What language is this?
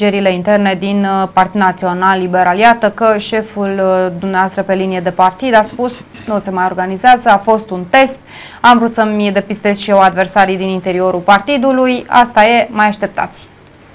Romanian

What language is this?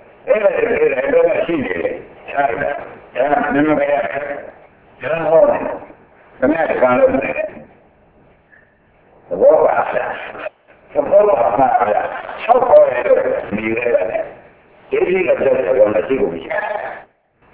Burmese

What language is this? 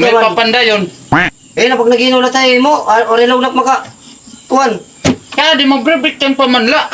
Waray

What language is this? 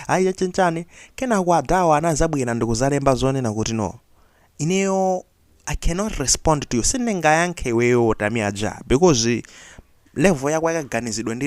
Nyanja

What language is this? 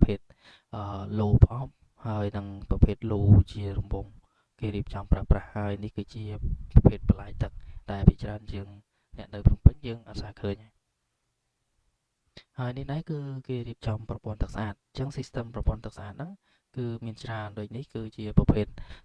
Khmer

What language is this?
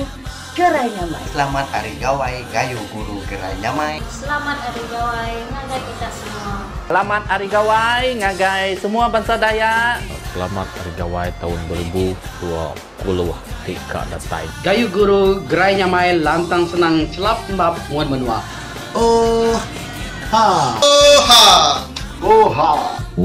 Iban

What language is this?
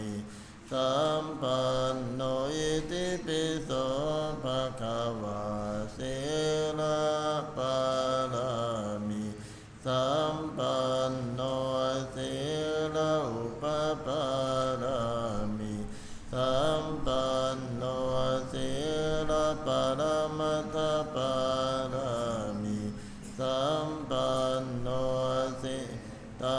Pali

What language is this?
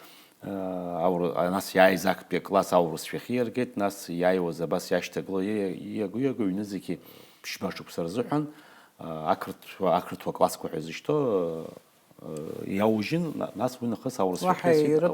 Abkhazian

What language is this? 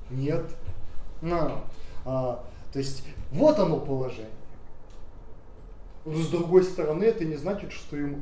Russian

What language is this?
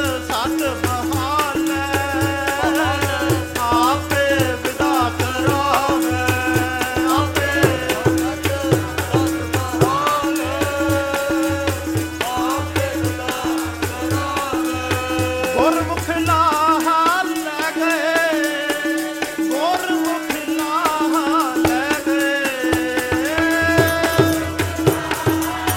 Punjabi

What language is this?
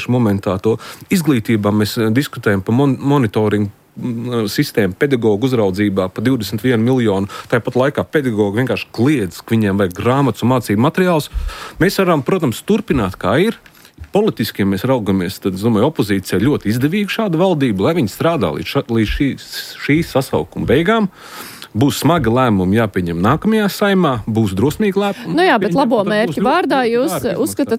Latvian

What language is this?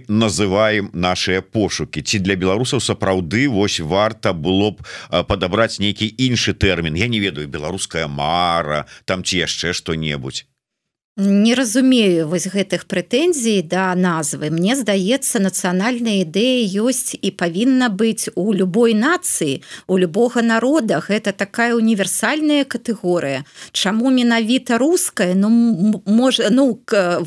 Belarusian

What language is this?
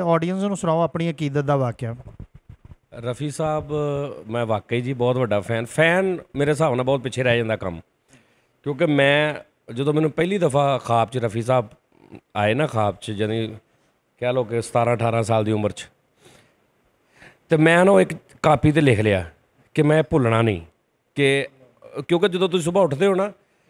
Punjabi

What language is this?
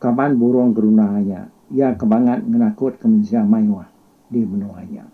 Iban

